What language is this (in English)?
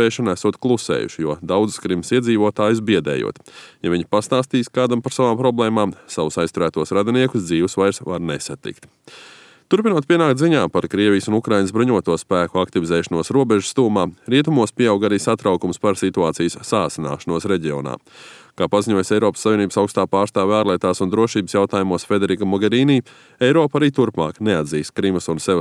Latvian